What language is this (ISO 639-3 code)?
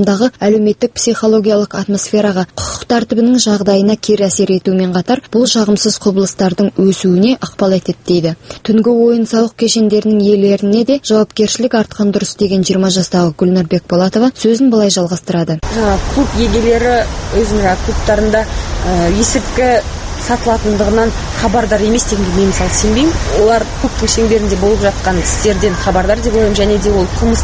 kaz